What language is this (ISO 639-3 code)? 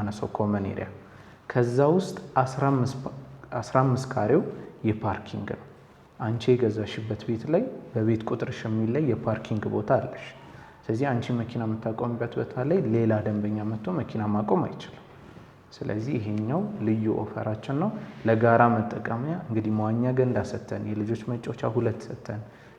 amh